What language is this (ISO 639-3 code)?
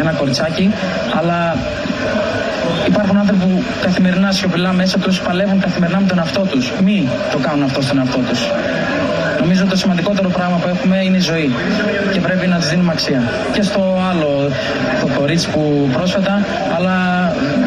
ell